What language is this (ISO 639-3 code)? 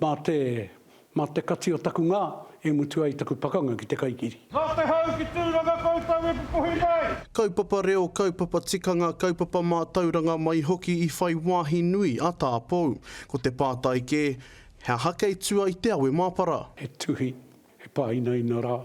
mri